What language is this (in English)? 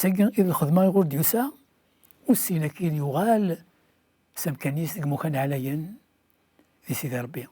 Kabyle